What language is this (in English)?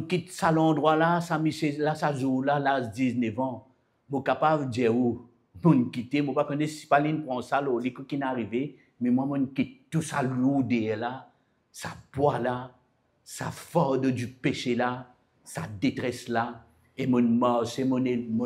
Morisyen